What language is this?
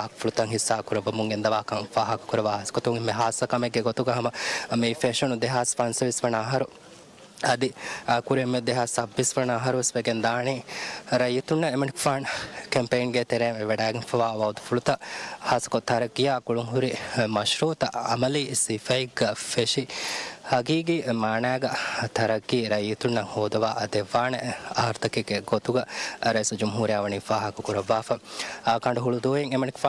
Divehi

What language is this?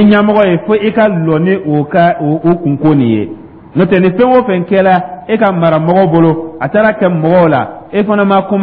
Dyula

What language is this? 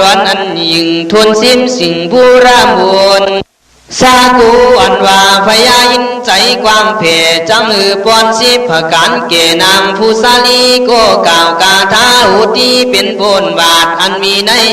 Khün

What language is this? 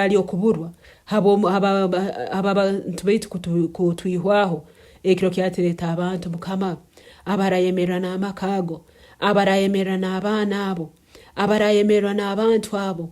Nyankole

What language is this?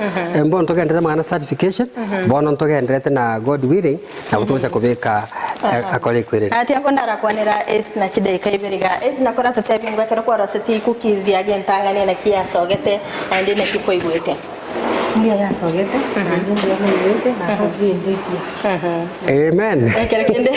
Gusii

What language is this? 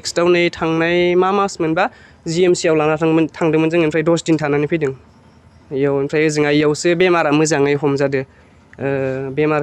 Bodo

